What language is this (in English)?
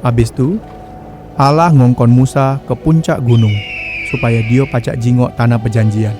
Musi